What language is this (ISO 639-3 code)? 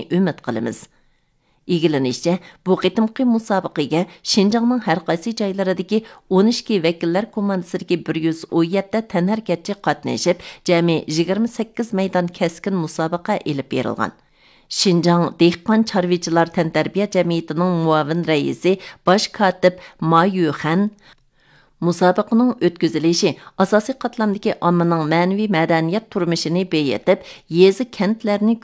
uig